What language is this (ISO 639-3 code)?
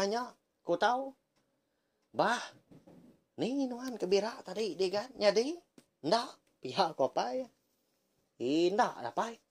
iba